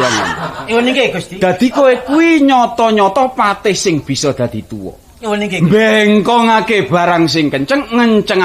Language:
Javanese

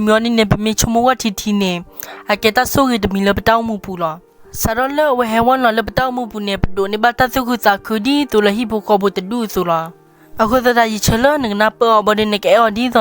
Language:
S'gaw Karen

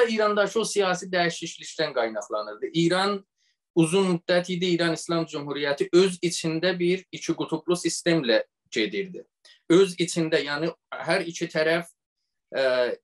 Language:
South Azerbaijani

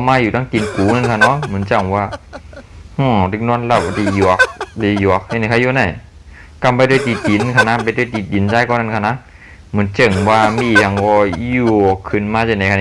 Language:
Shan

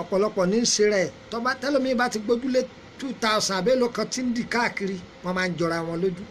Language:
Yoruba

